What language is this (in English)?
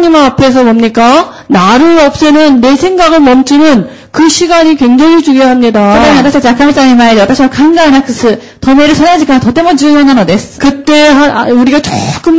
Korean